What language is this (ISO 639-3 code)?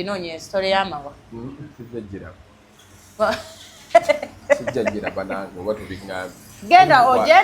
lug